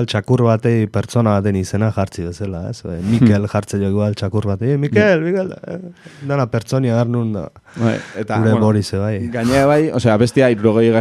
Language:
Basque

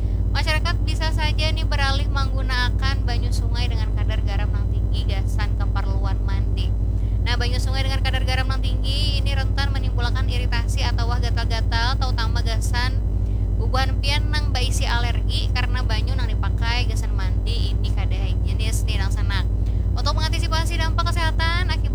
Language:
Banjar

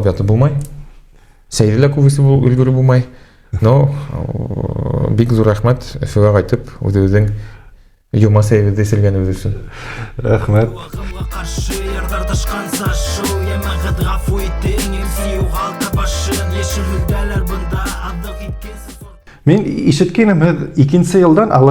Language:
Bashkir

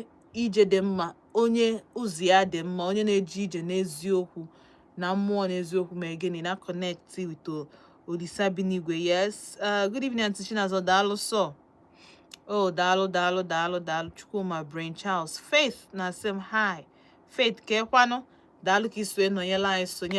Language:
Igbo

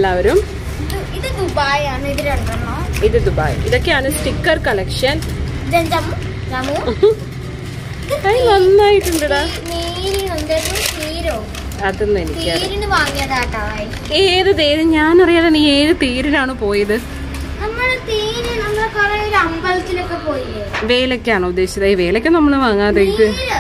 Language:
Malayalam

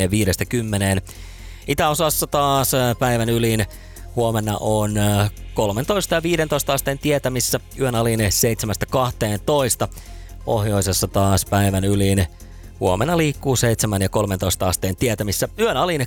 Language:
Finnish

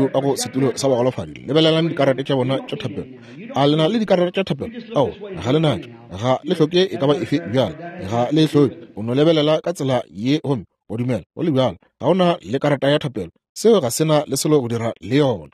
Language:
Northern Sotho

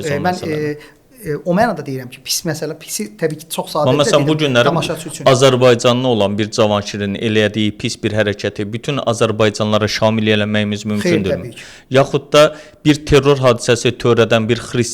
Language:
Azerbaijani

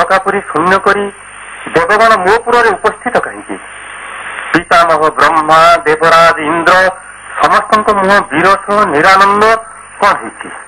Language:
Odia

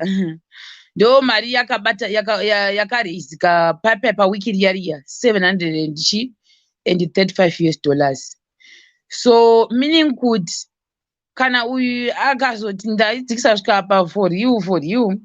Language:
Shona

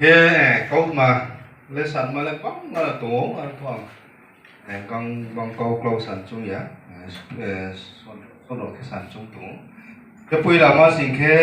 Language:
Riang (India)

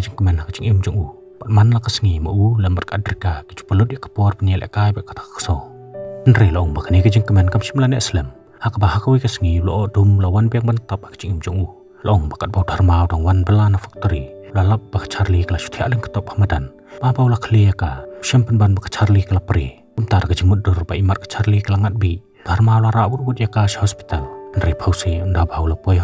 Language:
Khasi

